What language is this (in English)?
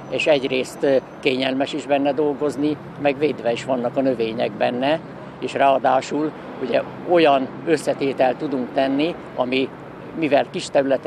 Hungarian